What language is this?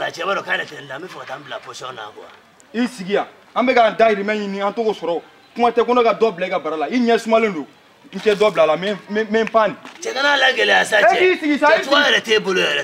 Bambara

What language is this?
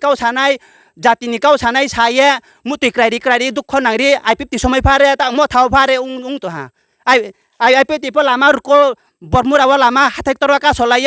Riang (India)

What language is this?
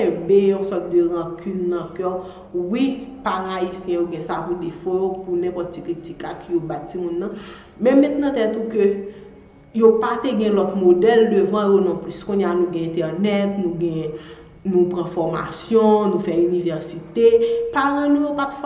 Haitian Creole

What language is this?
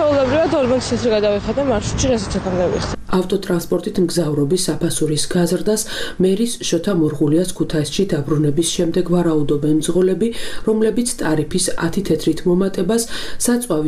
Georgian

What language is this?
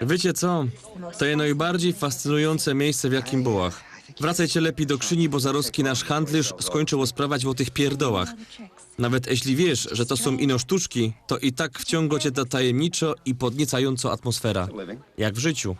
Silesian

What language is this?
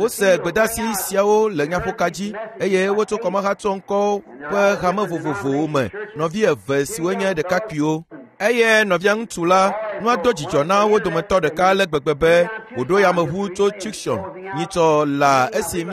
Ewe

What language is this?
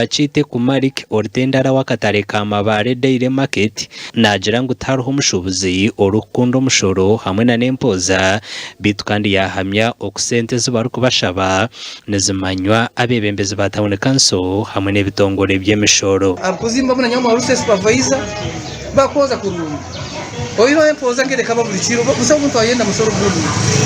Nyankole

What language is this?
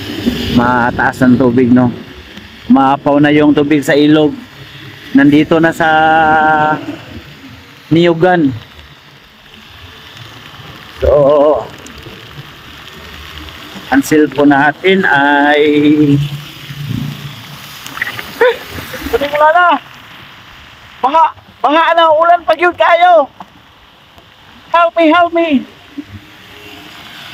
Filipino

